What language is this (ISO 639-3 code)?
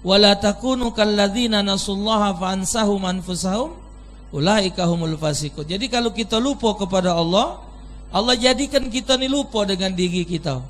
mui